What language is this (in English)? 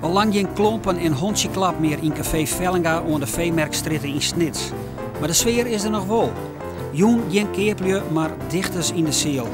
Western Frisian